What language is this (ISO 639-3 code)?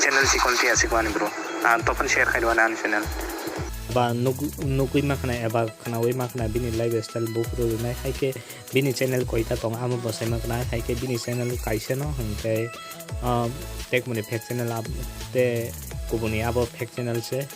trp